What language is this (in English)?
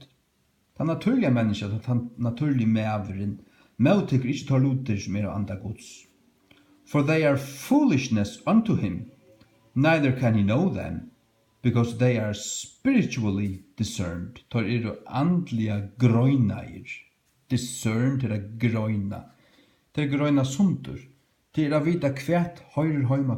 Faroese